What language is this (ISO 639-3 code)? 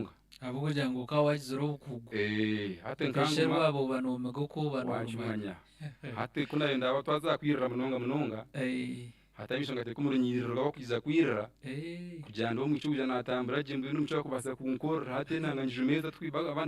nyn